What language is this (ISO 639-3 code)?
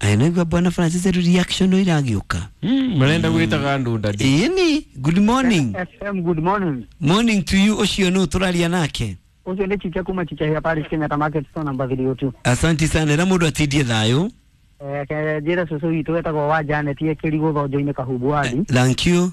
kik